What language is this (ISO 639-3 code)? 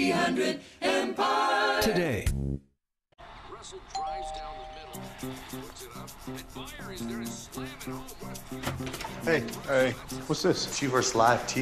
eng